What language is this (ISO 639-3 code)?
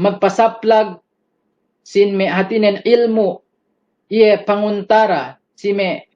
yka